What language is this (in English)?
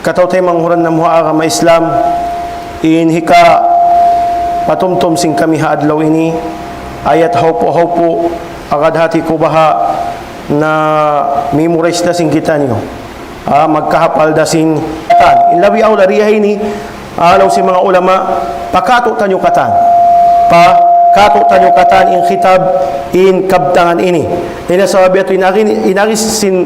Tausug